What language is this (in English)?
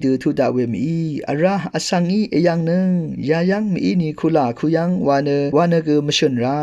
Rawang